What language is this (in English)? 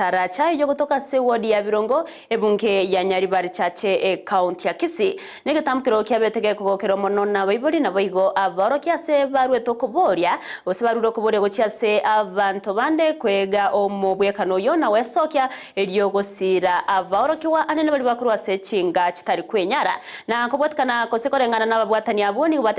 Gusii